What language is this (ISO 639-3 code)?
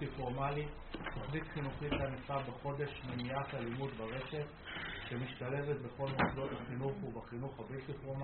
heb